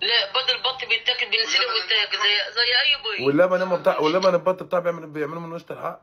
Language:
Egyptian Arabic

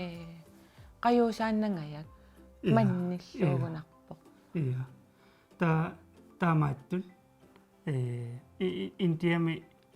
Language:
Kalaallisut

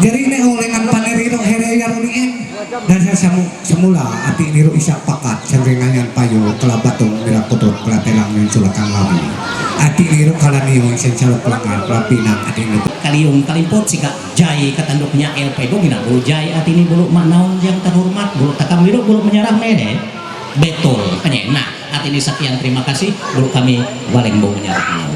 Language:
Ma'anyan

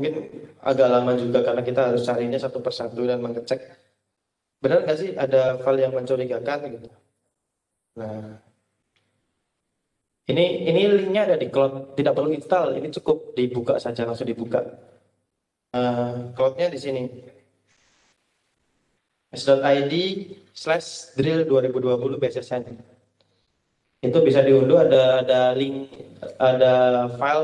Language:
Indonesian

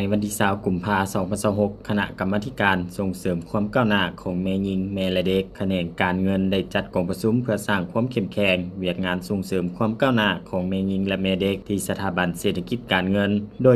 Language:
Lao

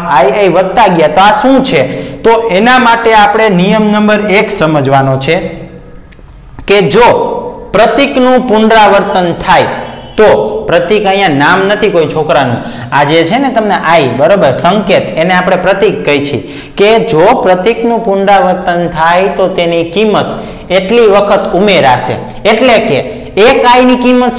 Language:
Gujarati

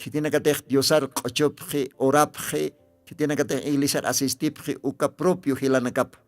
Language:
Aymara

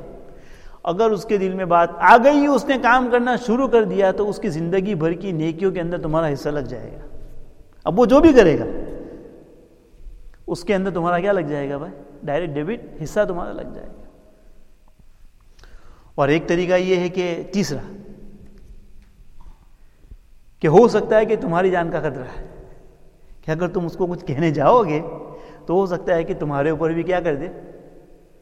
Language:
Urdu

